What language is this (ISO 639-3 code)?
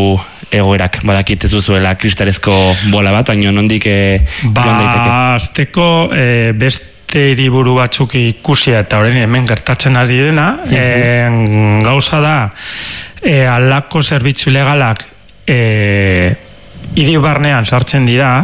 eus